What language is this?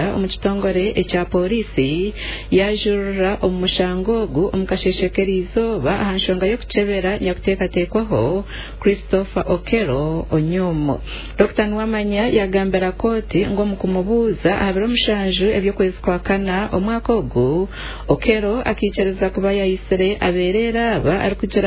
Nyankole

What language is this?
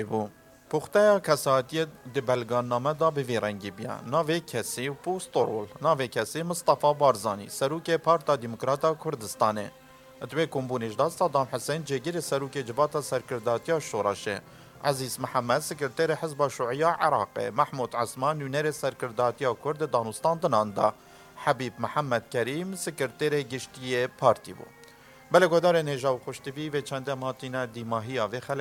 Kurdish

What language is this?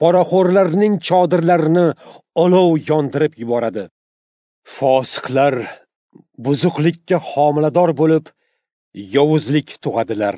Uzbek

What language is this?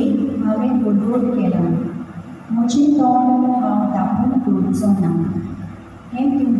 Konkani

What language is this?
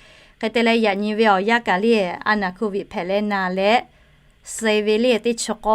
Lahu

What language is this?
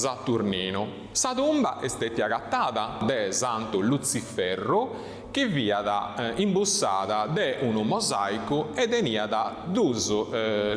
Sardinian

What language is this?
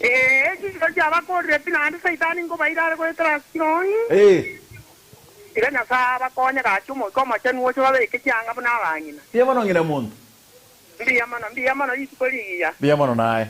Gusii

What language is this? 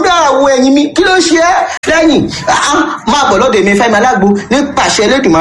Yoruba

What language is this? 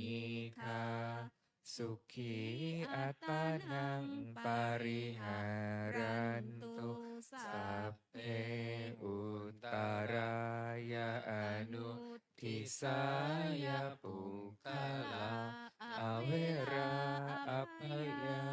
Pali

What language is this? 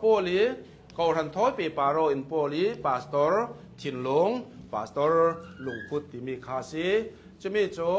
Hakha Chin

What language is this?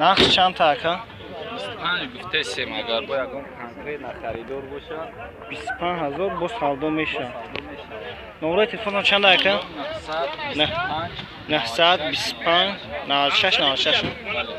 Tajik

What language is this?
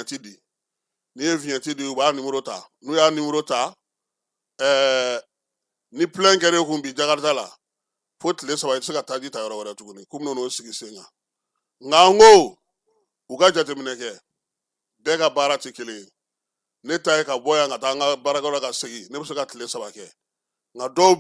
Bambara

